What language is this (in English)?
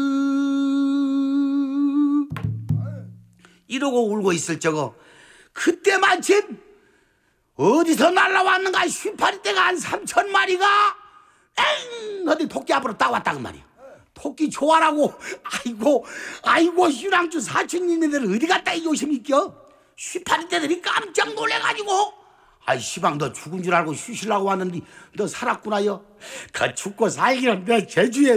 Korean